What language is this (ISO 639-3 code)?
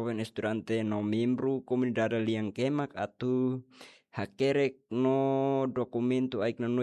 tet